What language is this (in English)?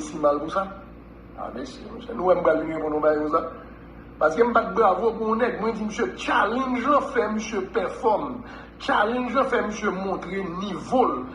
Haitian Creole